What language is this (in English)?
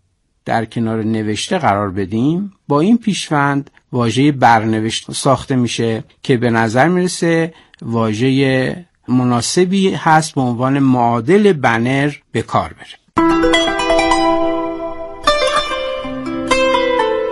Persian